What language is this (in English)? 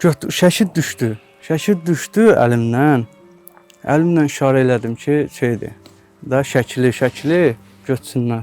Azerbaijani